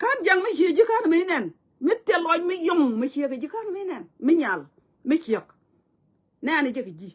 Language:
Nuer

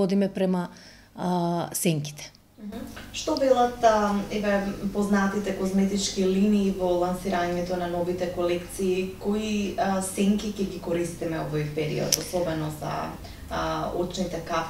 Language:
Macedonian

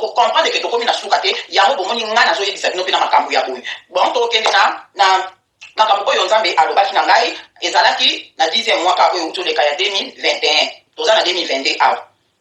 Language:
Lingala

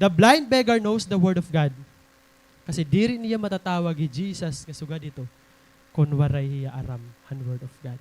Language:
Waray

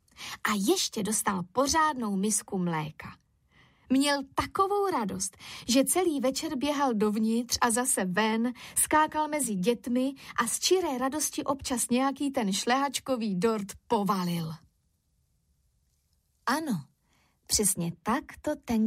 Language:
Czech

